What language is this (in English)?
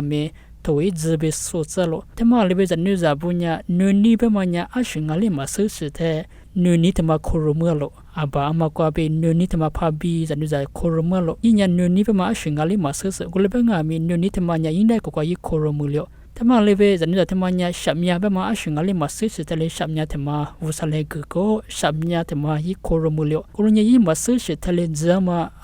Lisu